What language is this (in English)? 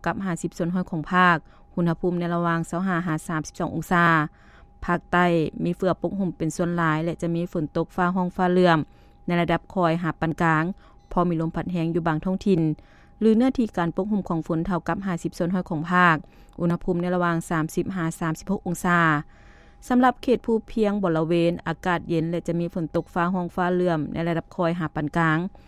Lao